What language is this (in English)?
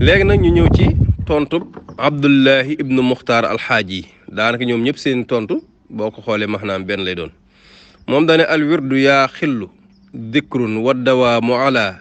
Wolof